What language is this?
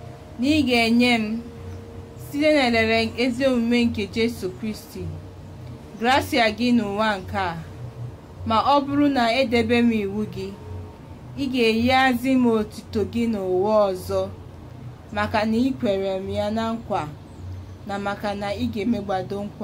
Igbo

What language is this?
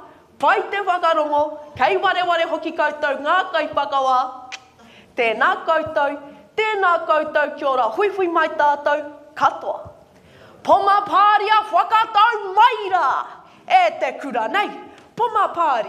Māori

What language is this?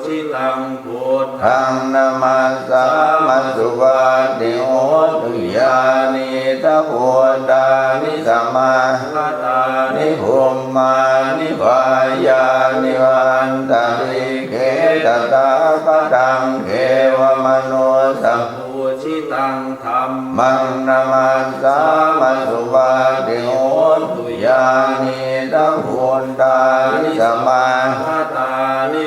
Pali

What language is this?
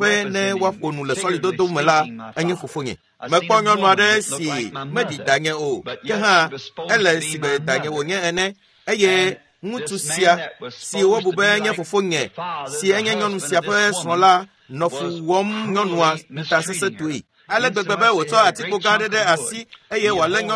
Ewe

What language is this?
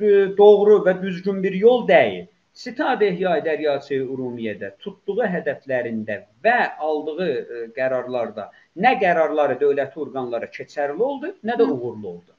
South Azerbaijani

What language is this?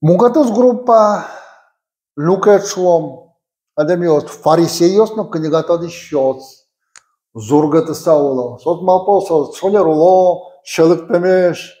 Udmurt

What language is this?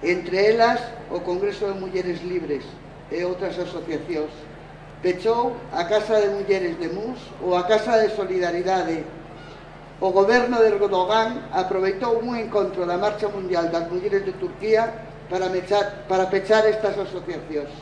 Galician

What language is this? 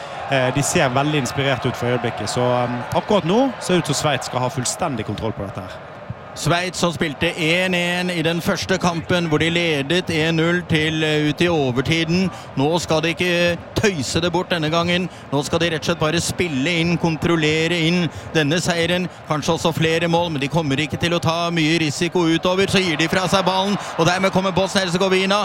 Norwegian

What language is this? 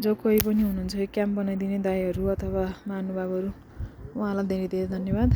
Nepali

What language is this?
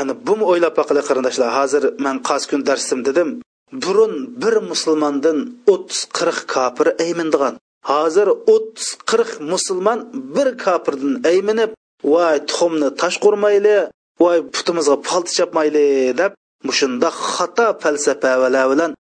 Uyghur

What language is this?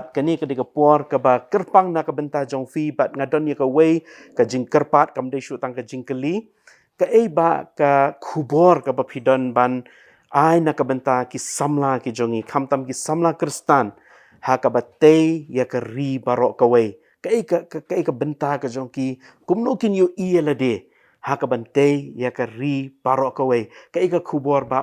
Khasi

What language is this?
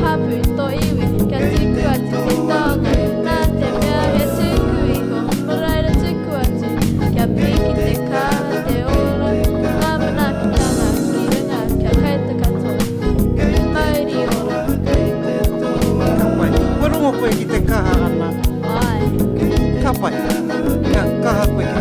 Māori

